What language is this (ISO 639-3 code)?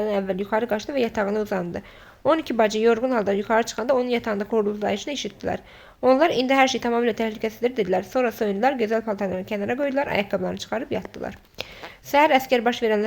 aze